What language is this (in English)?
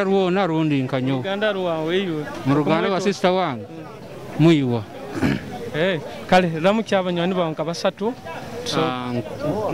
Nyoro